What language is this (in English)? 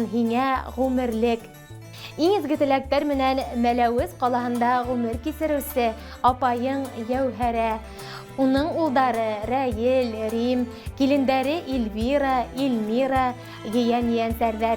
Bashkir